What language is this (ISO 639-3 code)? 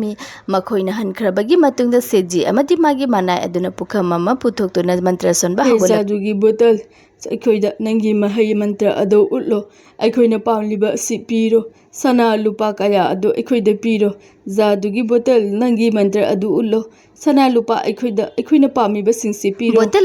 mni